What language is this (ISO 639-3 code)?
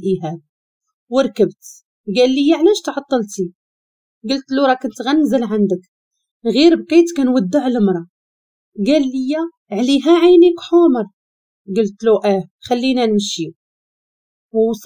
ary